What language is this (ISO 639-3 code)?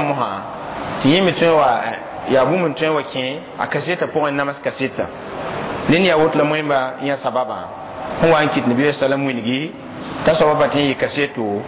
mos